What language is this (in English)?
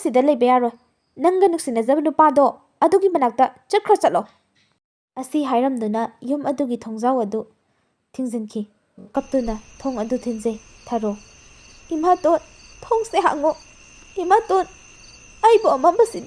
Manipuri